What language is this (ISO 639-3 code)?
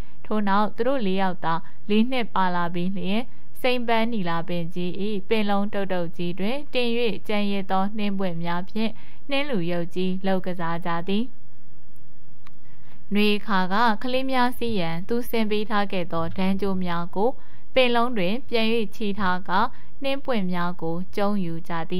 mya